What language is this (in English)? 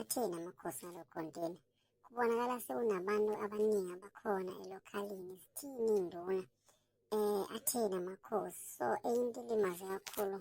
Zulu